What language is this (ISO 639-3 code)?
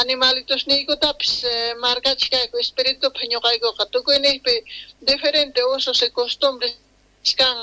que